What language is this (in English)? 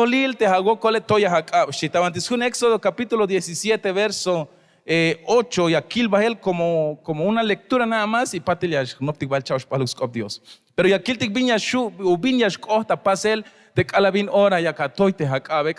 Tzeltal